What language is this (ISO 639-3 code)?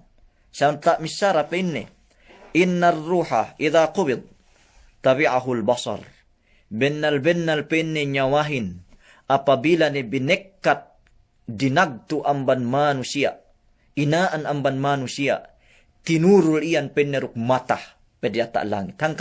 yka